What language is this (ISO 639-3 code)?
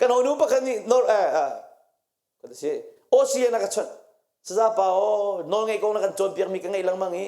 cnh